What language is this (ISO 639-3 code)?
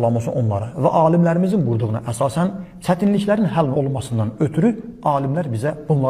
aze